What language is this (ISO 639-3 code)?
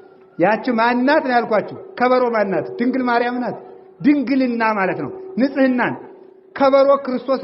amh